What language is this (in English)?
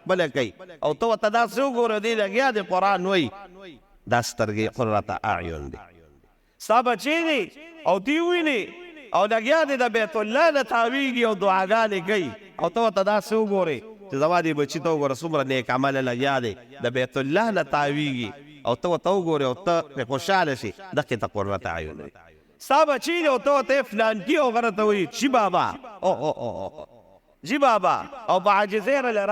Pashto